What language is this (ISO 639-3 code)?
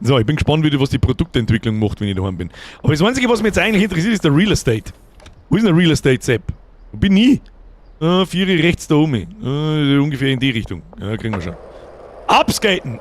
bar